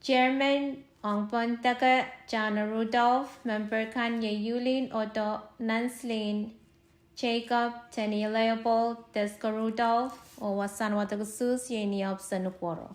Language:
Pohnpeian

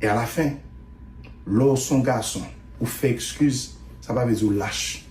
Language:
Haitian Creole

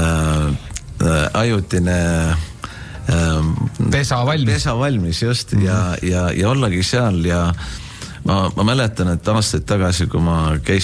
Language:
Estonian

